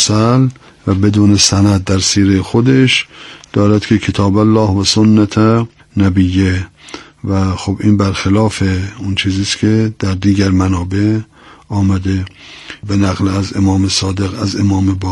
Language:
Persian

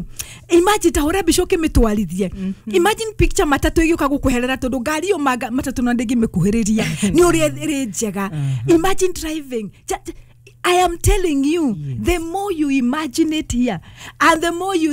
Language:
Kikuyu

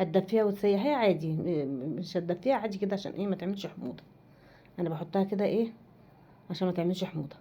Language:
Egyptian Arabic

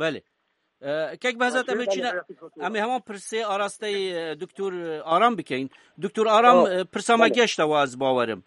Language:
Kurdish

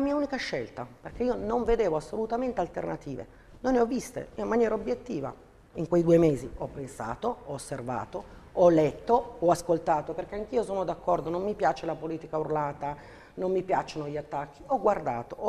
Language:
Italian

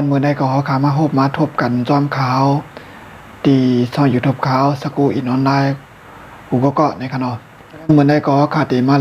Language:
Shan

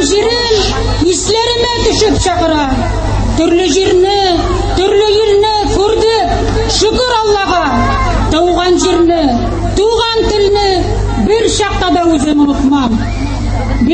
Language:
Tatar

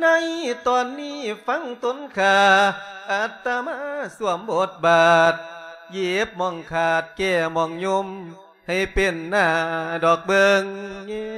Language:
Lao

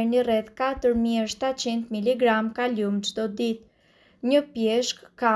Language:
Albanian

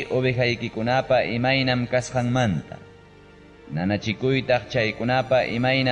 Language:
Ayacucho Quechua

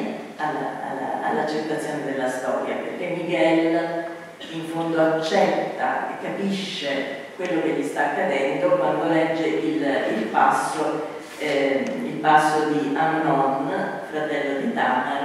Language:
Italian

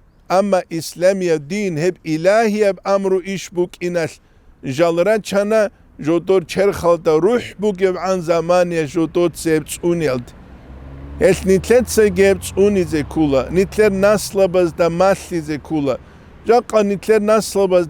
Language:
Avaric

